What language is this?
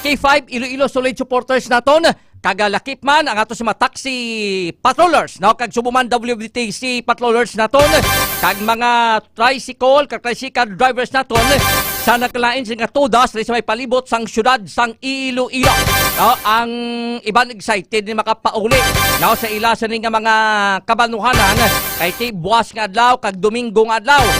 Hiligaynon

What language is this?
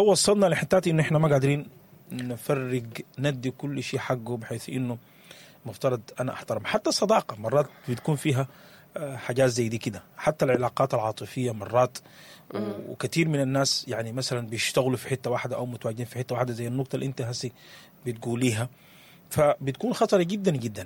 Sudanese Arabic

